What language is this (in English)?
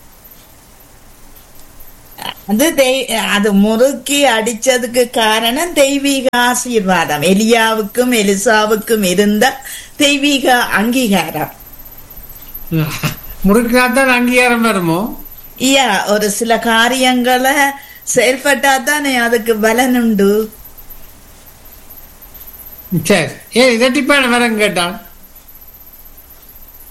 Tamil